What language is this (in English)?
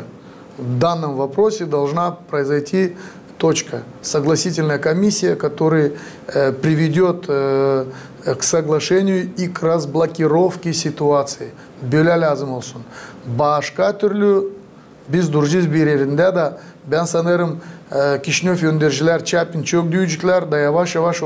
Gagauz